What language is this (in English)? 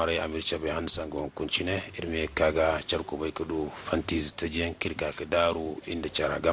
Zarma